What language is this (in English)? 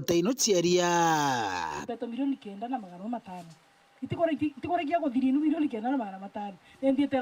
Meru